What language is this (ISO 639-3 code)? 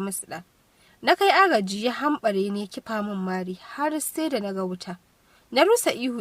hau